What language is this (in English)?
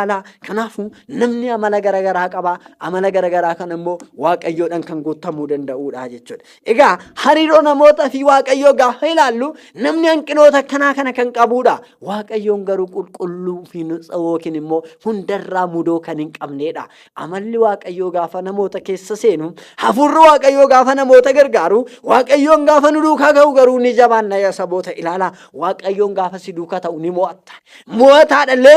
Oromo